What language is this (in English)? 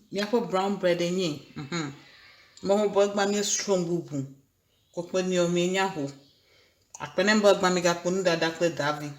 Ewe